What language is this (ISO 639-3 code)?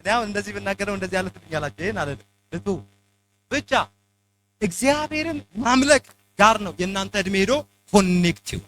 amh